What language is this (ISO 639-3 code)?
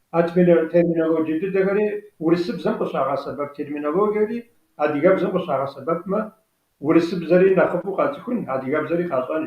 kbd